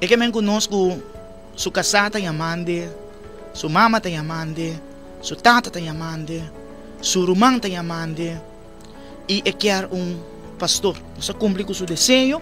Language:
Papiamento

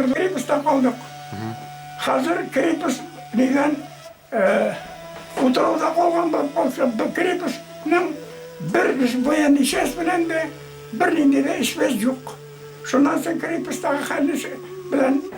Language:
Bashkir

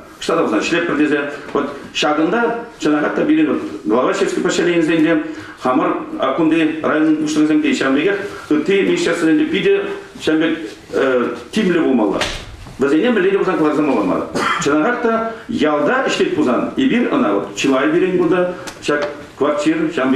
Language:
Chuvash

